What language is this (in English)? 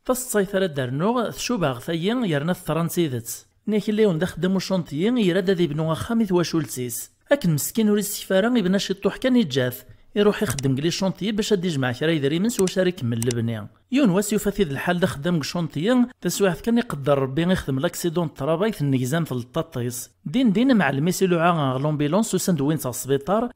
Kabyle